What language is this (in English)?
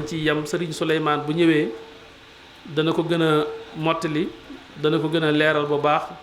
Wolof